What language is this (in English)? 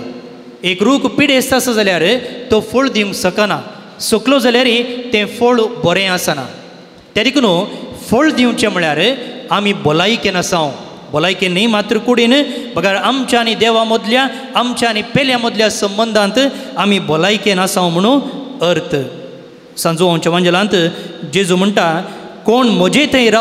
Konkani